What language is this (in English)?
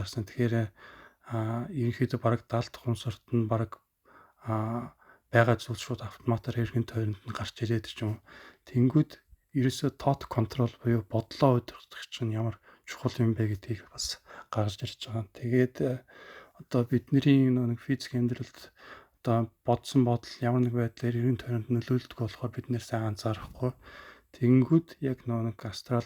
Mongolian